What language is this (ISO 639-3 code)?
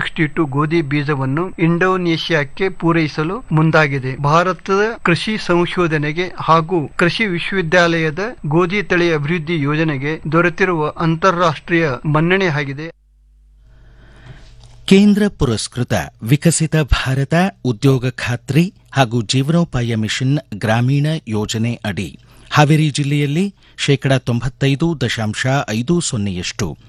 kan